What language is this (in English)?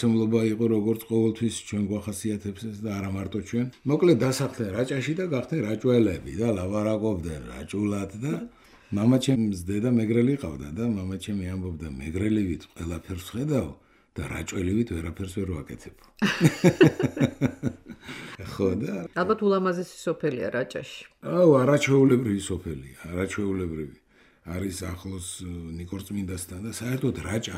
Georgian